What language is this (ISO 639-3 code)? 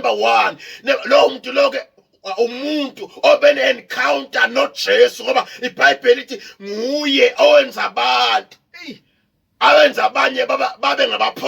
zul